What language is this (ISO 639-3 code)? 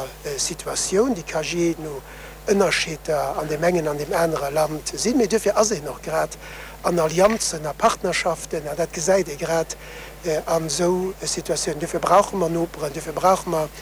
ltz